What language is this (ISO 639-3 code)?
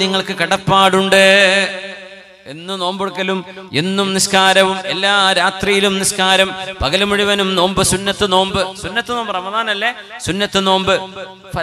mal